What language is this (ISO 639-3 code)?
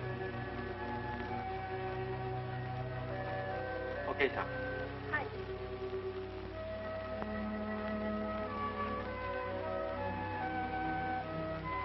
jpn